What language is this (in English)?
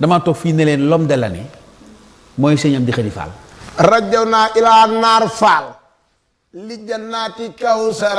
Wolof